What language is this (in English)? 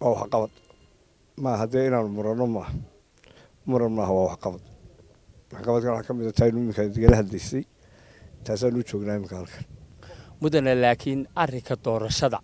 Somali